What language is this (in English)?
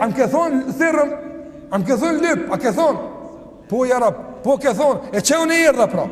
Albanian